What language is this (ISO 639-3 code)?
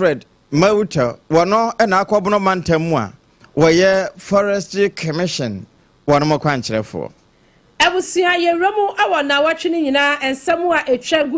aka